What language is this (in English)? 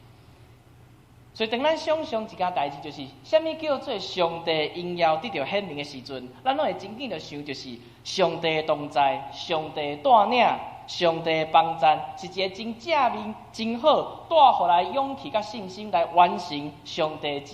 Min Nan Chinese